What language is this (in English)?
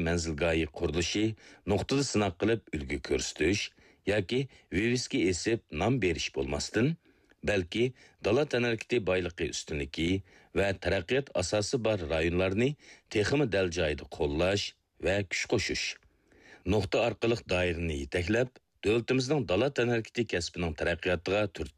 Uyghur